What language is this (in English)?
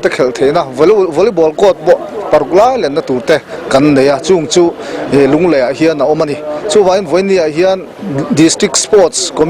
Mizo